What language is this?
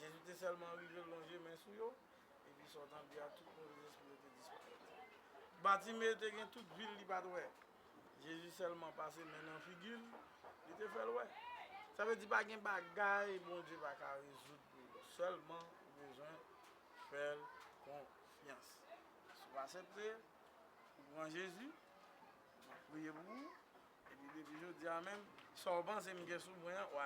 Haitian Creole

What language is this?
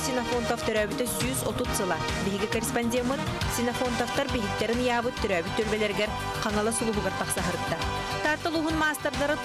Yakut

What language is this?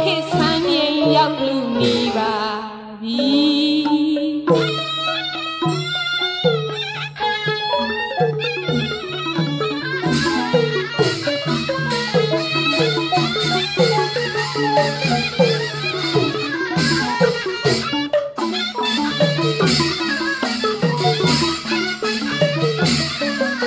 Burmese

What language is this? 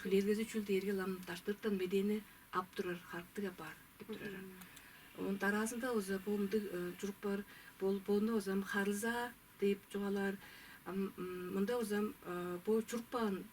Tuvinian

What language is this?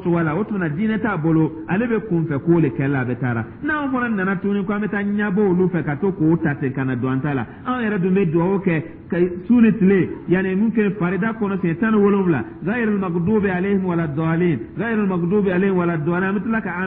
Dyula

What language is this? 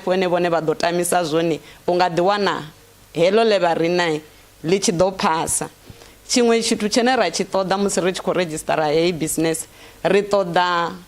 Venda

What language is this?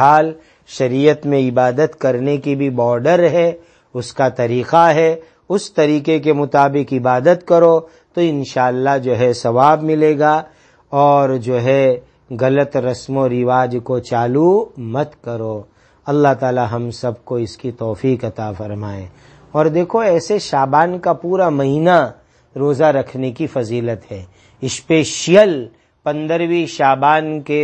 Urdu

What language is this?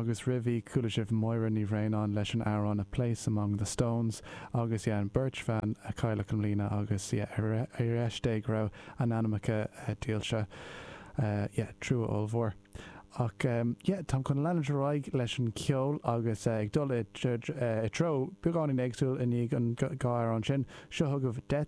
Irish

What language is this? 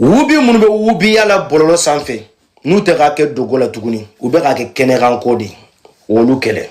Bambara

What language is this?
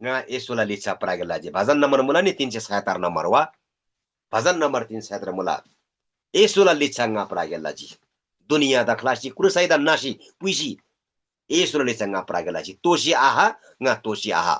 Eastern Tamang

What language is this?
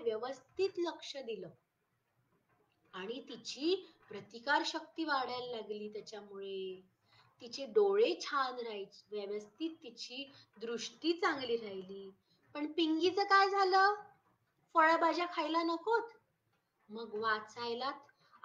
Marathi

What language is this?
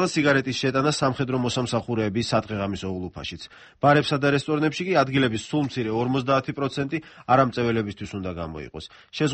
Georgian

